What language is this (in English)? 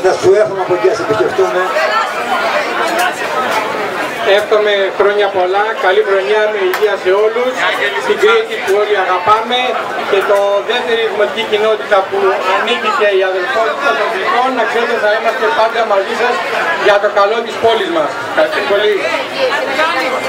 Greek